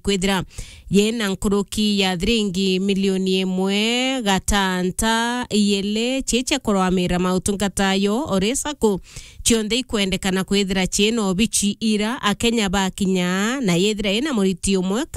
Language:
Meru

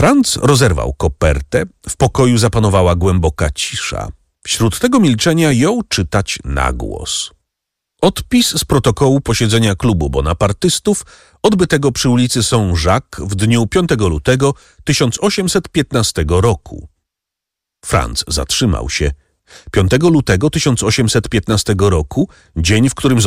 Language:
Polish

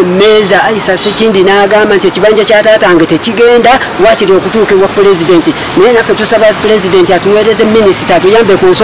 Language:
Ganda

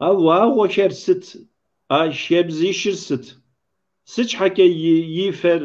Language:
Kabardian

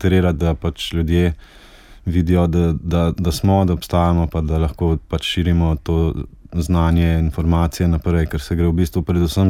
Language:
Slovenian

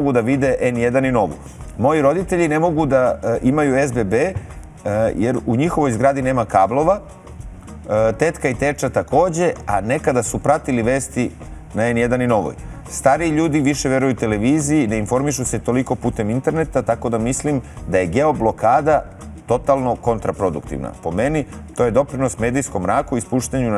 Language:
Serbian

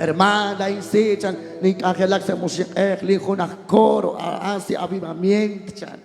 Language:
Kekchí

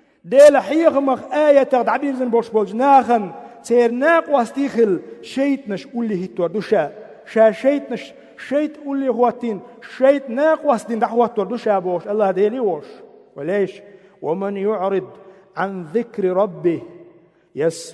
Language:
Chechen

